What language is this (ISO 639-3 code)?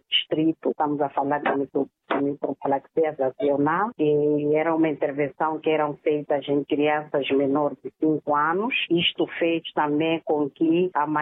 por